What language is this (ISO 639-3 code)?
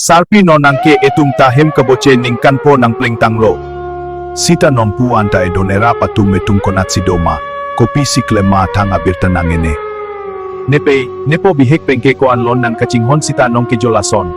mjw